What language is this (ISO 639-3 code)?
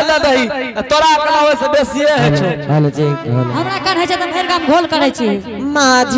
anp